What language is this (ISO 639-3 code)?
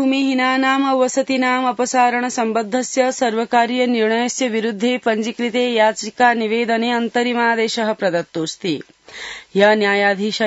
san